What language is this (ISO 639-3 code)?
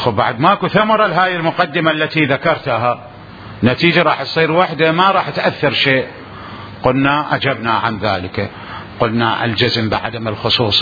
acm